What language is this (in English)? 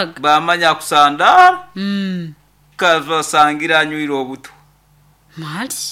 Nyoro